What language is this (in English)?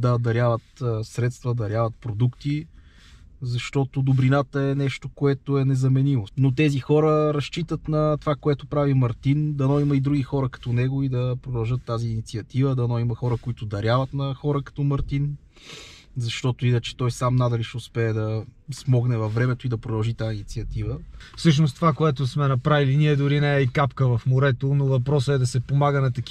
Bulgarian